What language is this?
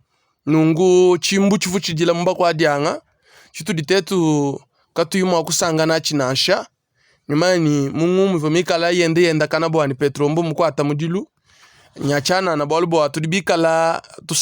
Luba-Lulua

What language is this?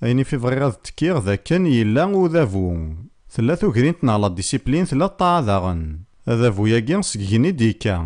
Kabyle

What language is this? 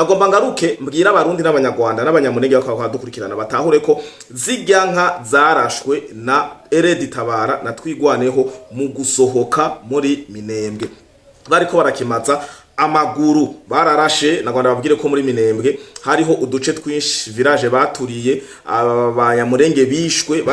Rundi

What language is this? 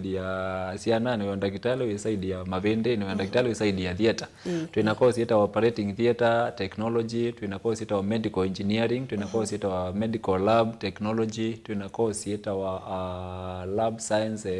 Kamba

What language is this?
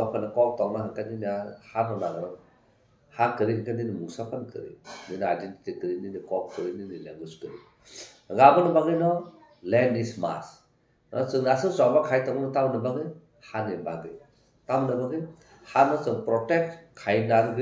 Kok Borok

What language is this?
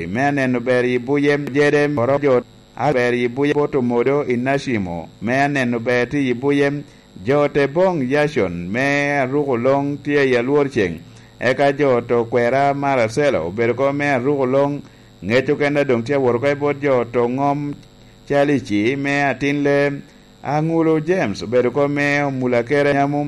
Lango (Uganda)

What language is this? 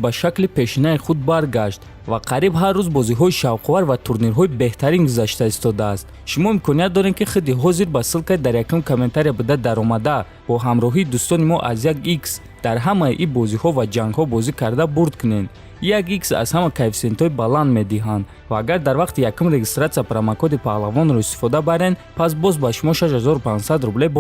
Tajik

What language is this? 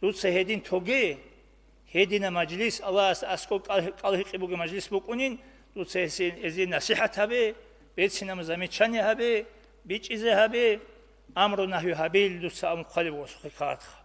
Avaric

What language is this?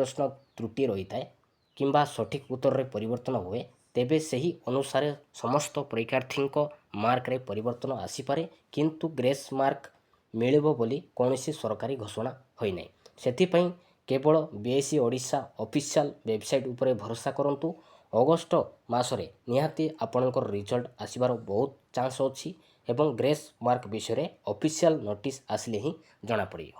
Odia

